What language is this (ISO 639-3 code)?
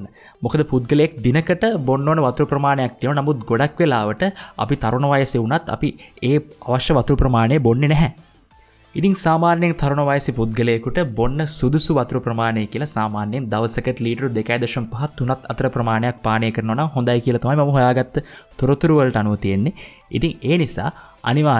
sin